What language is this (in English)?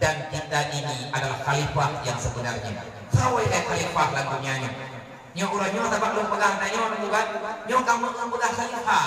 Achinese